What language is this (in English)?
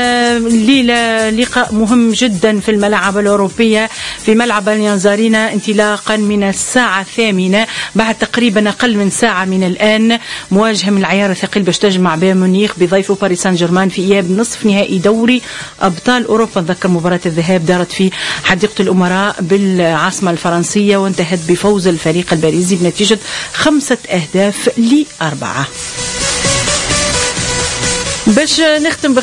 Tunisian Arabic